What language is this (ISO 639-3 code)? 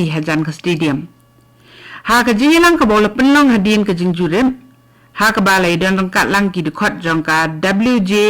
kha